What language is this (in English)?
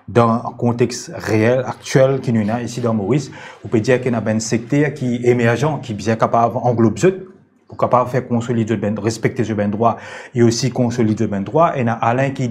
Morisyen